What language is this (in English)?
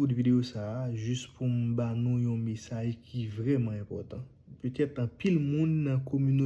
Haitian Creole